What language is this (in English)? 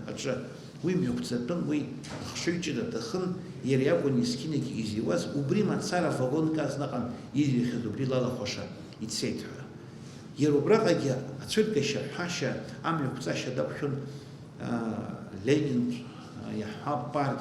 Abkhazian